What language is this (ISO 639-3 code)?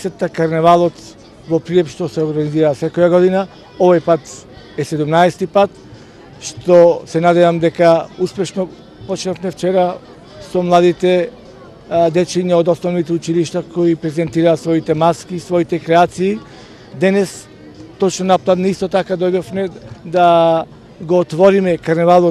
mkd